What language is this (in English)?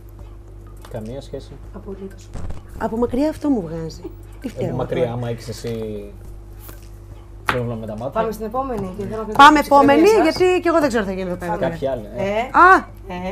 Greek